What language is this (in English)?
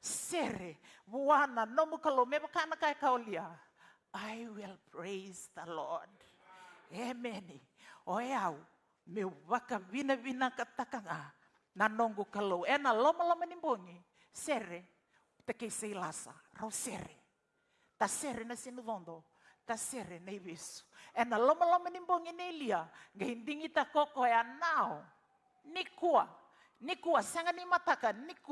Fijian